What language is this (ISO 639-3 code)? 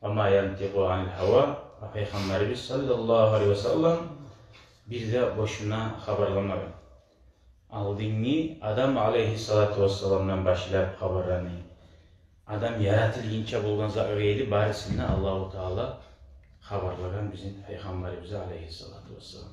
kum